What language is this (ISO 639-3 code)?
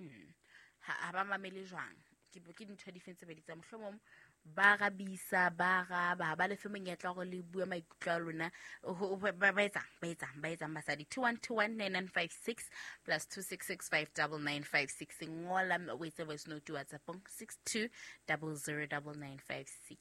sot